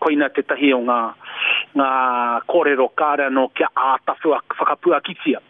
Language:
Māori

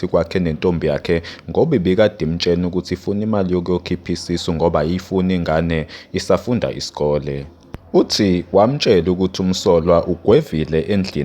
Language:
Zulu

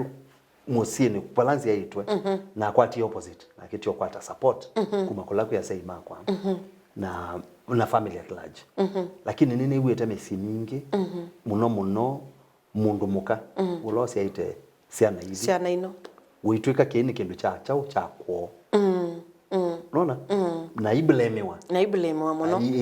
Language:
Kamba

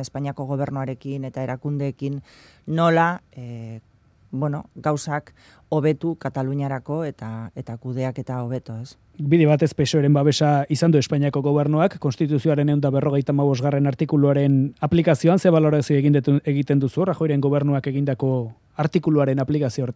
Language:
Basque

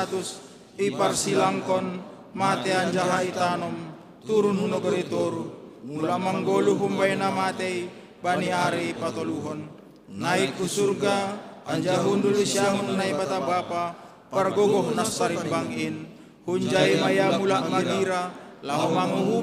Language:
Batak Simalungun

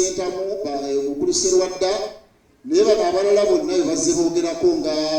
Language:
Ganda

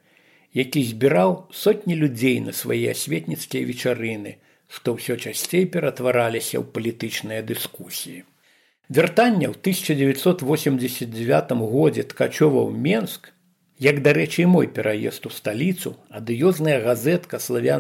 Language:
Belarusian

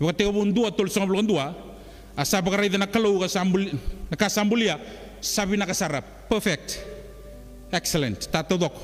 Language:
Fijian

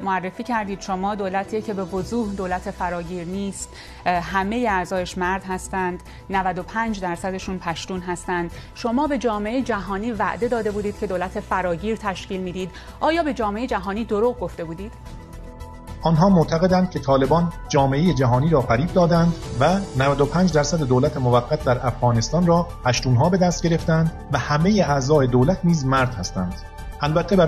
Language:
Persian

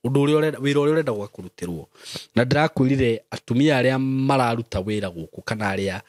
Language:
Kikuyu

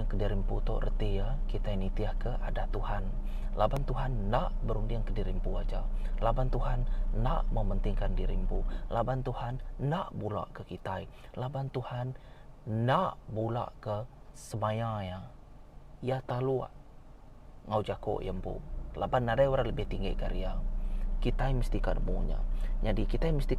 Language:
Iban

